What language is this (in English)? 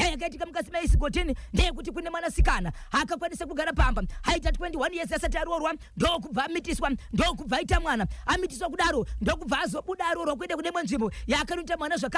Shona